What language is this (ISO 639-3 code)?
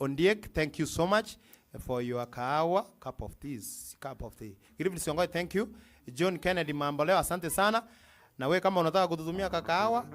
guz